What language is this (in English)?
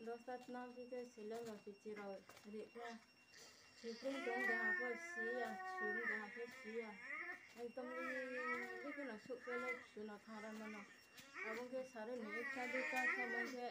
Riang (India)